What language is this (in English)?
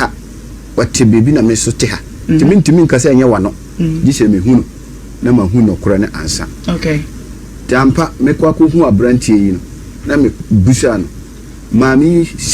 Akan